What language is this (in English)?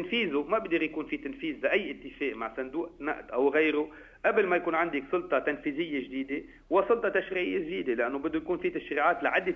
North Levantine Arabic